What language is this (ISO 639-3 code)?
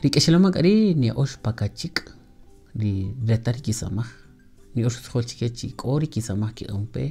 cak